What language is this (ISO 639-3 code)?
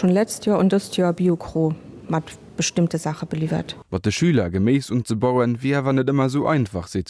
ltz